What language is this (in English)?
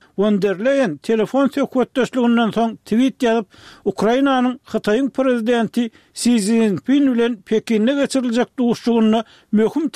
Turkmen